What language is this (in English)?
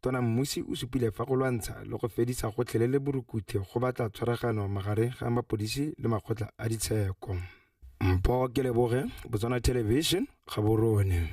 Tswana